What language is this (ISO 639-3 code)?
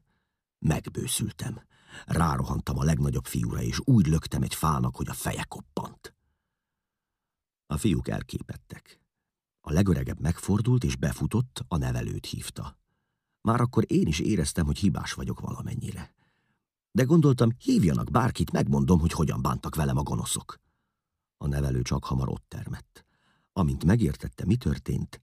hun